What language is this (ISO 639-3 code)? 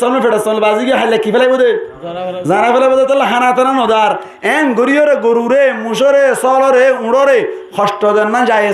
rhg